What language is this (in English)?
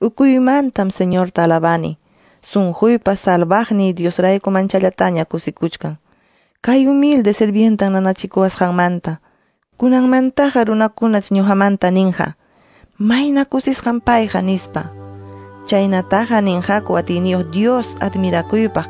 Quechua